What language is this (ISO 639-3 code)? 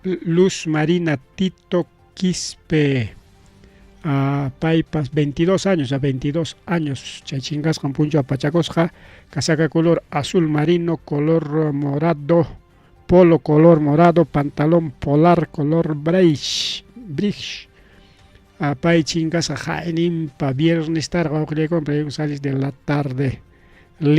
quy